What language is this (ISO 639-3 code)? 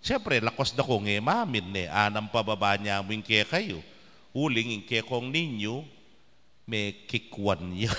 pam